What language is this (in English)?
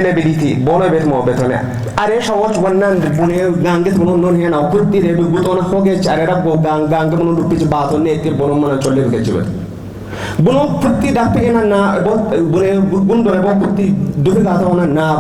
Kafa